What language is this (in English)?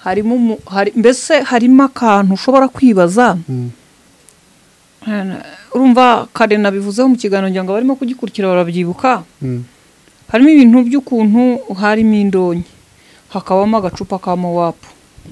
Kinyarwanda